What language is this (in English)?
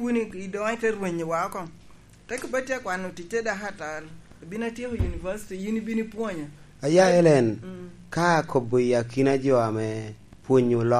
Lango (Uganda)